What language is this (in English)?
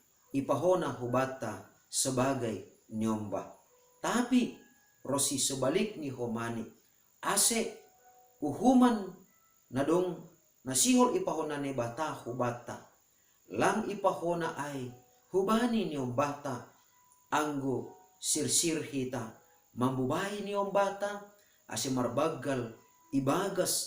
Batak Simalungun